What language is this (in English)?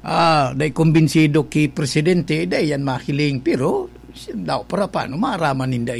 Bikol